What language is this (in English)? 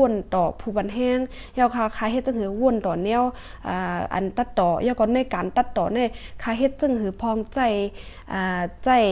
Shan